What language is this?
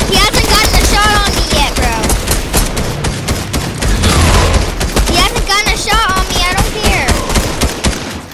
English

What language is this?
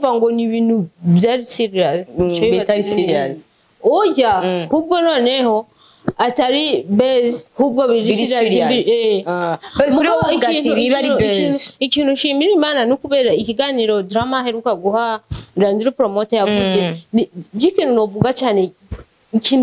Rundi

